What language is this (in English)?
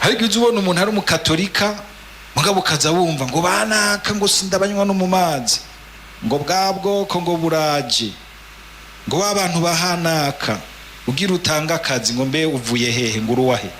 Rundi